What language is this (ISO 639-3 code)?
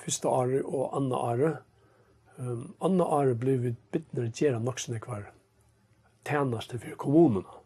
fao